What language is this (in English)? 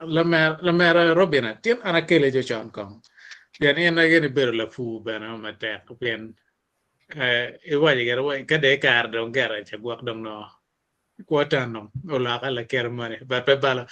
Acoli